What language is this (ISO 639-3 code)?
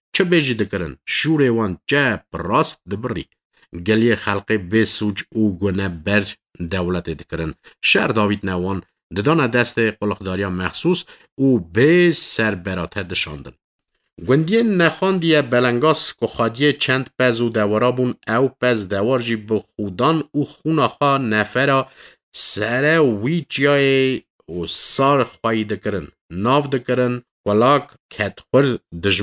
kur